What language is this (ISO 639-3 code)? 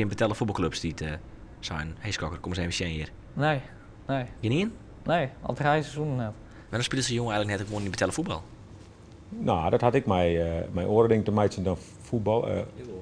fry